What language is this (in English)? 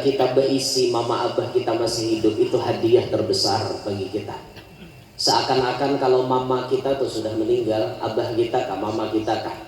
Banjar